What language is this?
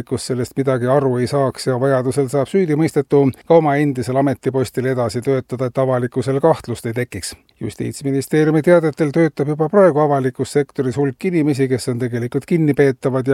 Estonian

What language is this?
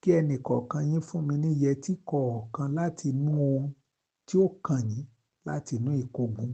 Yoruba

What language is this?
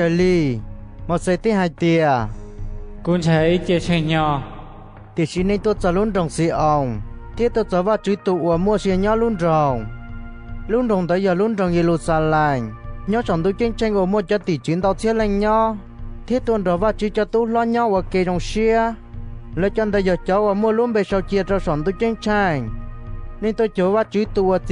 Hmong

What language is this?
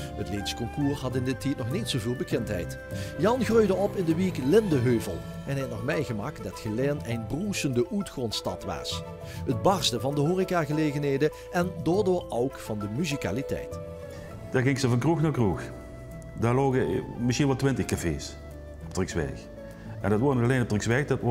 Limburgish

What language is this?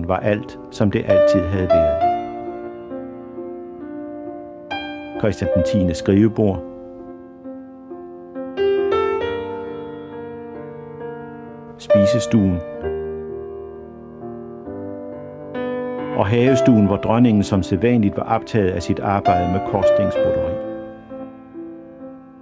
Danish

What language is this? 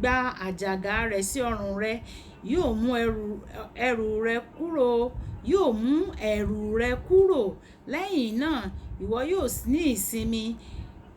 Yoruba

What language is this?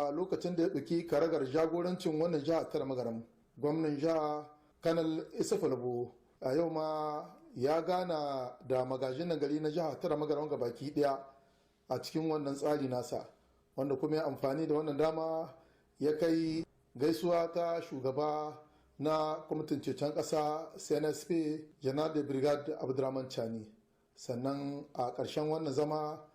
Hausa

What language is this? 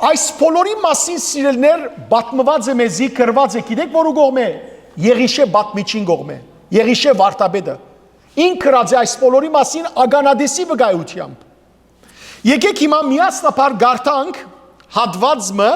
Western Armenian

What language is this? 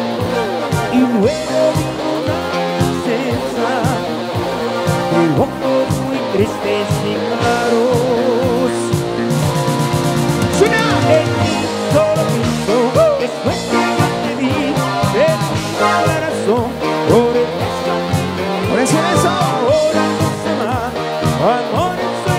Spanish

